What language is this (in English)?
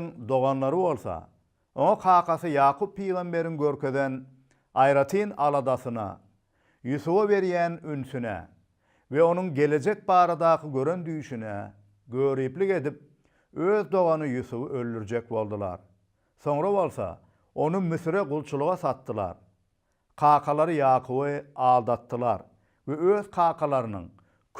Turkmen